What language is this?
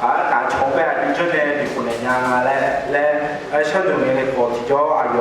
Akha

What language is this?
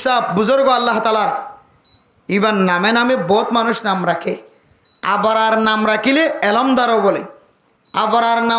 Rohingya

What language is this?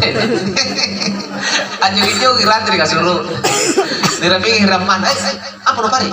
Makasar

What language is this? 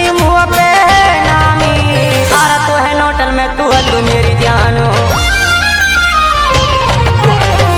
Bhojpuri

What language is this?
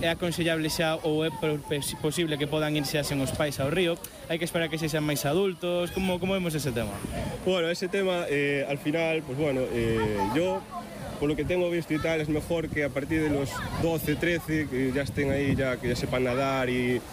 Galician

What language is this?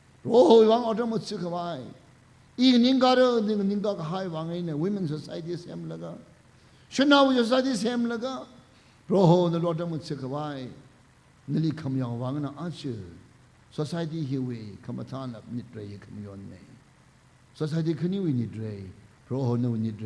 Tangkhul Naga (India)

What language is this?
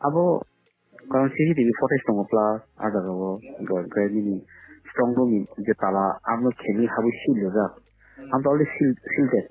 Kok Borok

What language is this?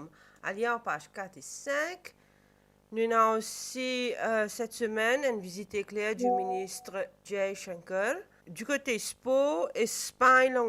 Morisyen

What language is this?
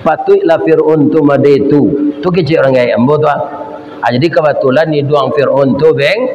Minangkabau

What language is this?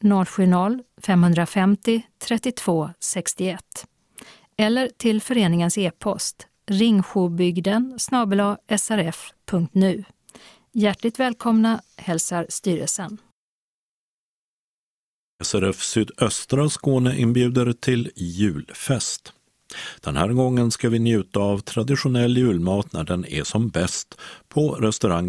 Swedish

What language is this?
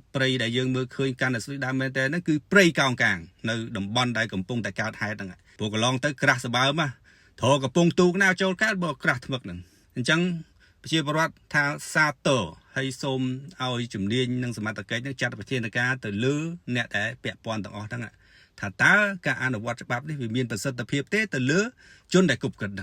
Khmer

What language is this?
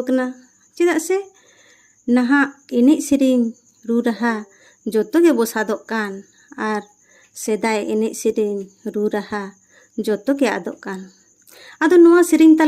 Santali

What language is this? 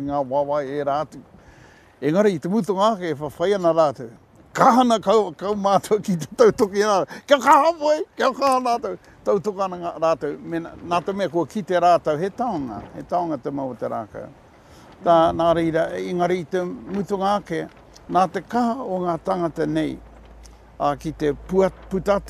Māori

